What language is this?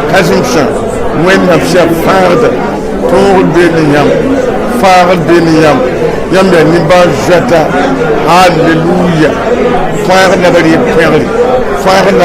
Mossi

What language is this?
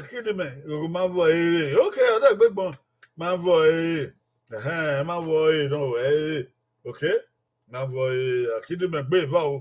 Bini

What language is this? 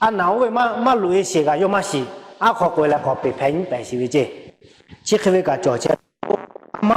Lahu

